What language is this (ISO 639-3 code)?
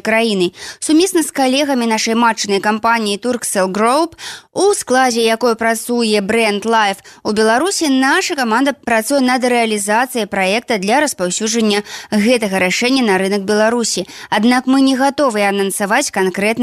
bel